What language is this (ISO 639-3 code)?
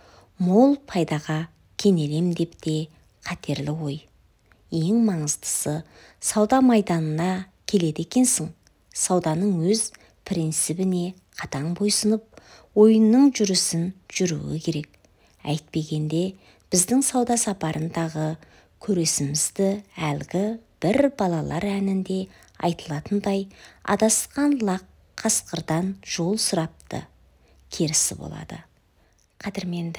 kaz